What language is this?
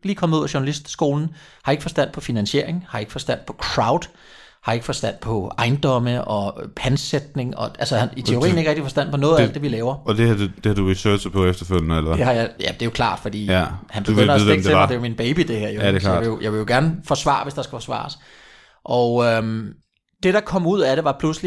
Danish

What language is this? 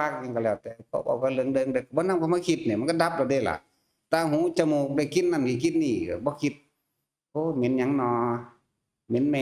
Northeastern Thai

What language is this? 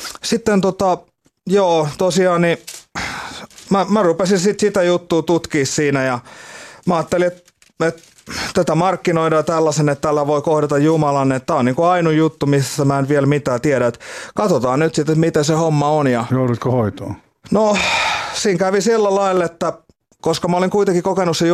Finnish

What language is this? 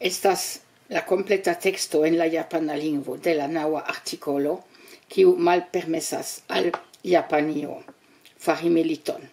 Esperanto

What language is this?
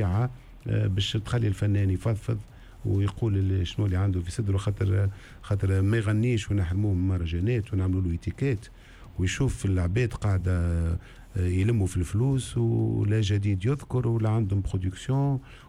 Tunisian Arabic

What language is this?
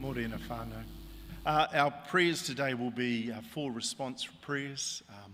Māori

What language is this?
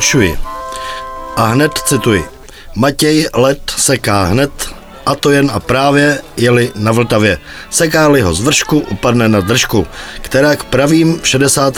Czech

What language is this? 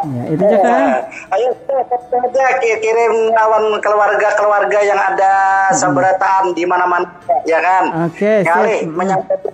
Banjar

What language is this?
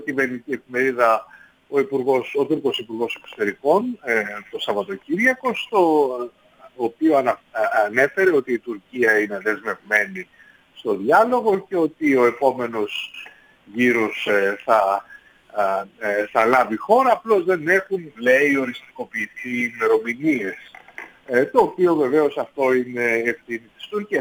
Greek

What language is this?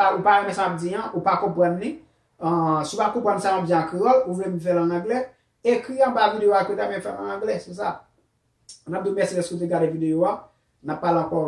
Haitian Creole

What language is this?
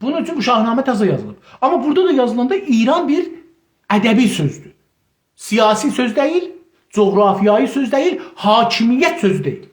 South Azerbaijani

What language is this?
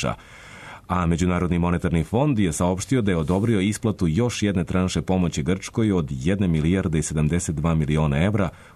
Serbian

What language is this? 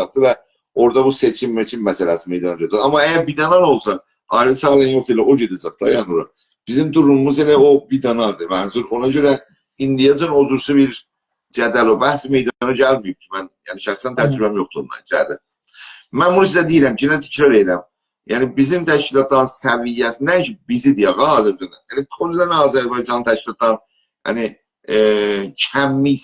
South Azerbaijani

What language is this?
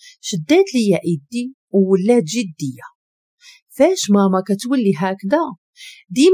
Moroccan Arabic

